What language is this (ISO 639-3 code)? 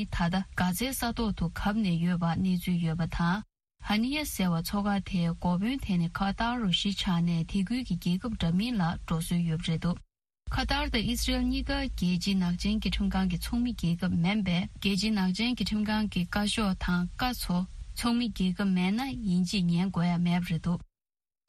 bod